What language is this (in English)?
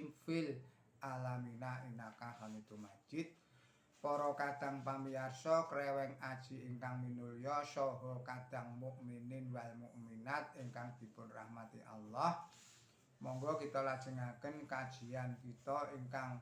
Javanese